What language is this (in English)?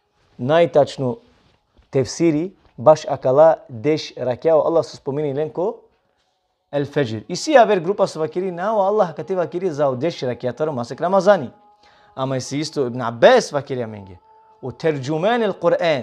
Balkan Romani